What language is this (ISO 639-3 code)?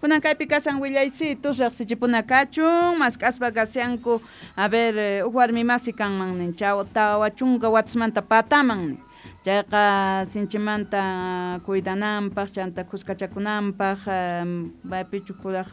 quh